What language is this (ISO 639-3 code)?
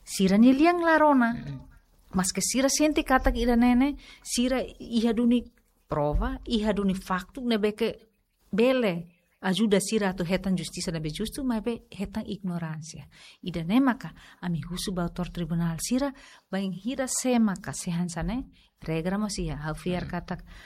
tet